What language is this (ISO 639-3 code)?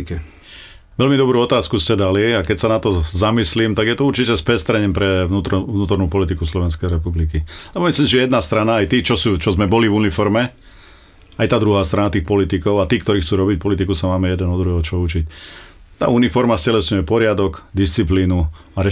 slk